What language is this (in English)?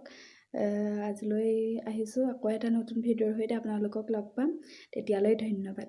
Assamese